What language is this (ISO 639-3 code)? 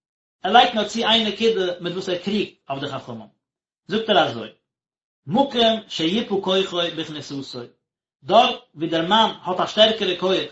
yid